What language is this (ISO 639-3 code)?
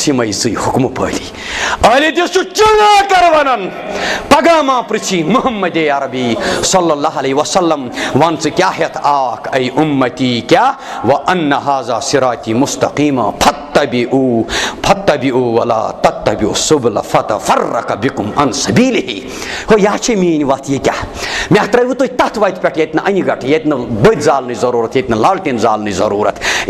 kas